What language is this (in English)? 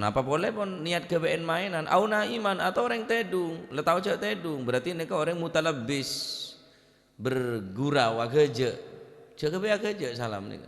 Madurese